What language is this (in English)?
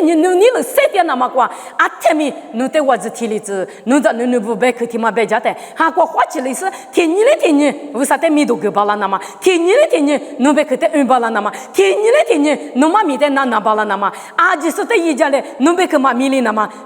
Lisu